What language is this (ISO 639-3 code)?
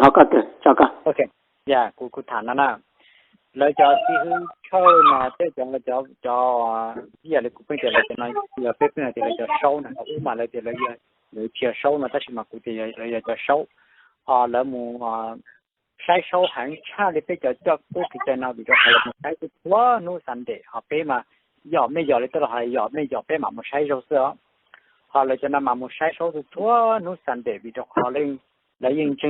hmn